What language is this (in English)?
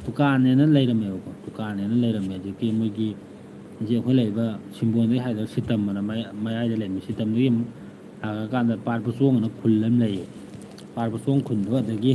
Manipuri